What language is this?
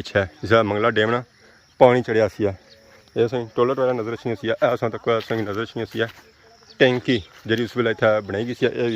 Pahari-Potwari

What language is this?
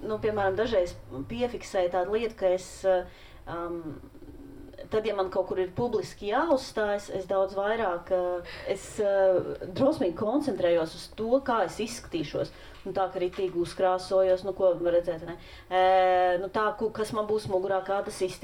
Latvian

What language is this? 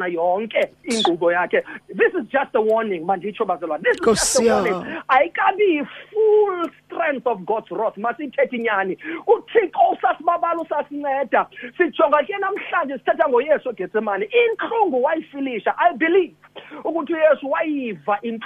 Xhosa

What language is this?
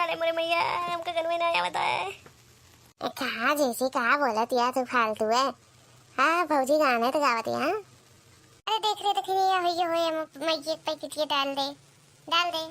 Awadhi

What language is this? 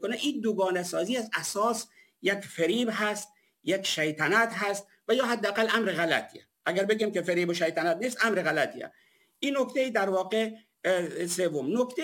Persian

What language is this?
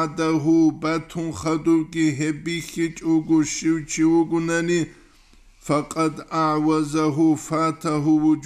Avaric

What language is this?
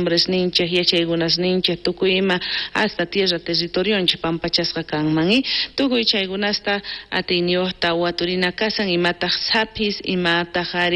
Ayacucho Quechua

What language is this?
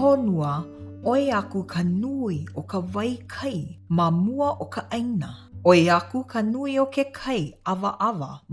Hawaiian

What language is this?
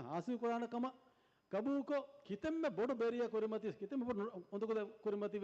Divehi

